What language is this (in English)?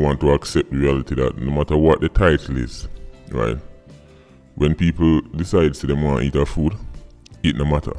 Jamaican Creole English